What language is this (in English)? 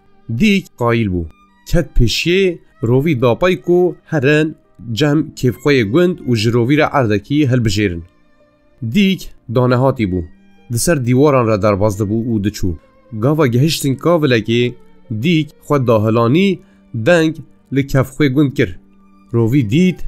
Kurdish